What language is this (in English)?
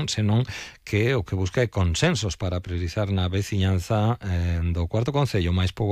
Galician